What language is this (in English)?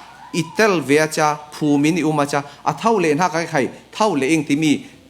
Falam Chin